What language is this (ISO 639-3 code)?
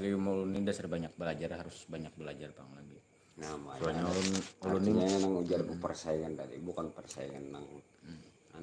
bjn